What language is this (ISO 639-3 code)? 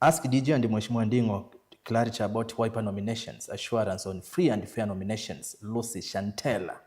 kam